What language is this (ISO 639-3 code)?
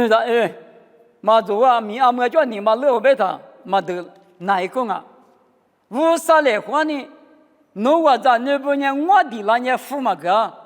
lis